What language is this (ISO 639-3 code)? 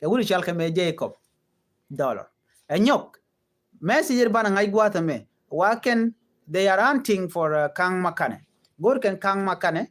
nus